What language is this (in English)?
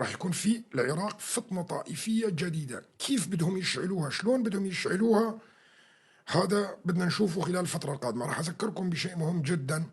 North Levantine Arabic